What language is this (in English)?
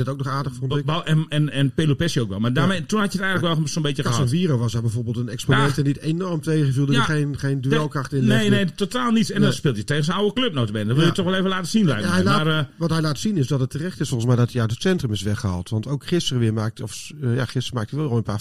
Dutch